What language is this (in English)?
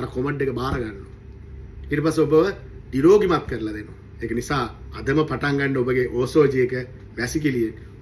Sinhala